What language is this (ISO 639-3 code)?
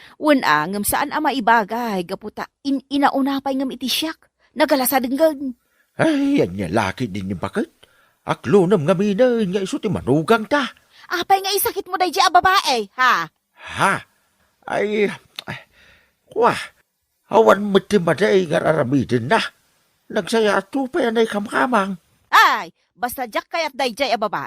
ilo